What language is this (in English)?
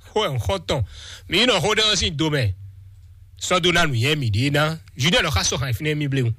Fon